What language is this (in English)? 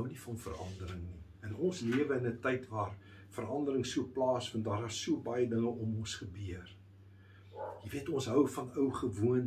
Afrikaans